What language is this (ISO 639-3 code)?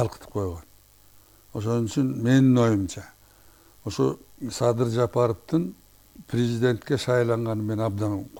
kir